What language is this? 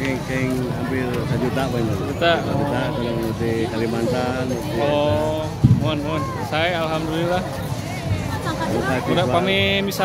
Indonesian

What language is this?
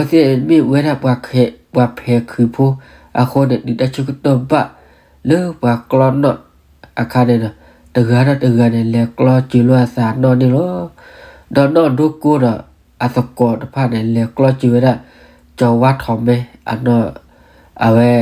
S'gaw Karen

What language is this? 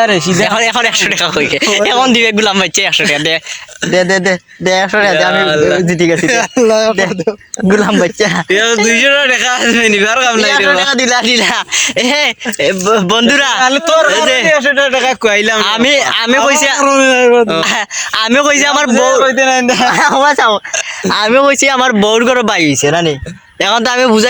Sylheti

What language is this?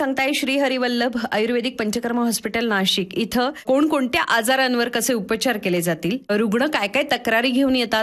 Marathi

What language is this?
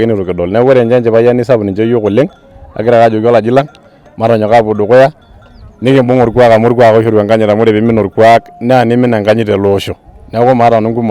Masai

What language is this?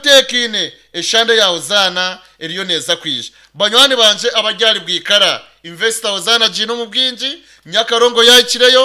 Nyankole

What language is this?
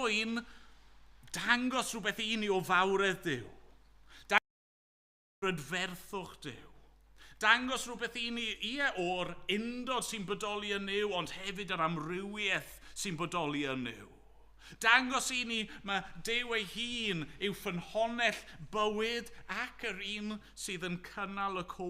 Welsh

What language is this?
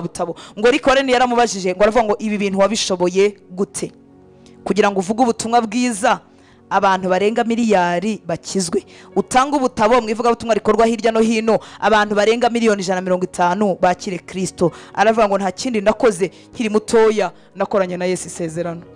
Kinyarwanda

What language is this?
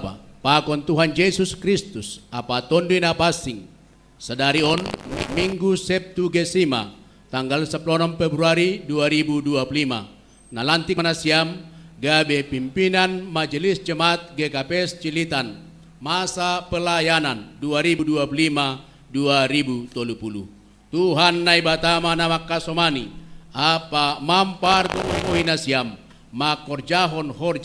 Batak Simalungun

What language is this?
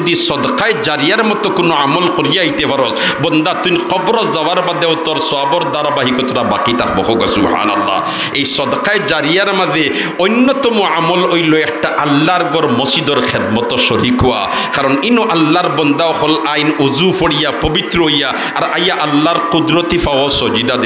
Sylheti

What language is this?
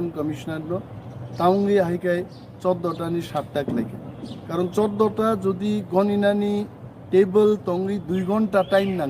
Kok Borok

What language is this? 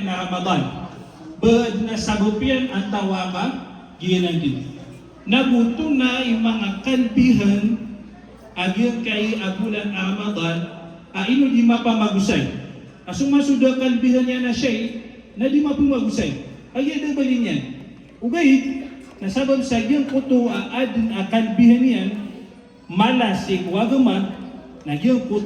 Maranao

